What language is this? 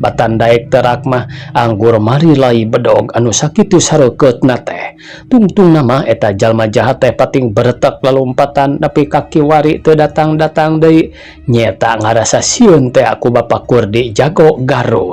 Sundanese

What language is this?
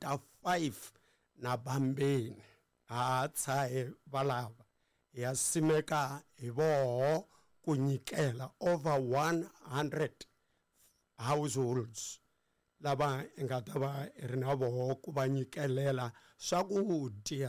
Tsonga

